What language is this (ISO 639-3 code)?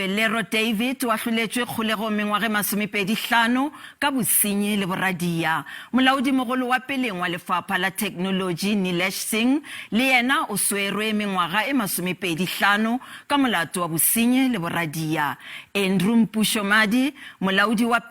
nso